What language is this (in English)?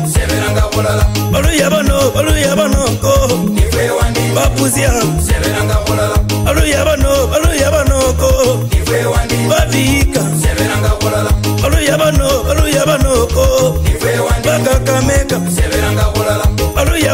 Luyia